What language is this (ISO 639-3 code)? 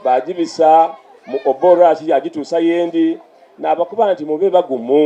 xog